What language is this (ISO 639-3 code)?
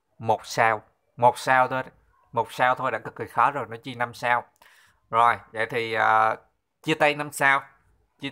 vie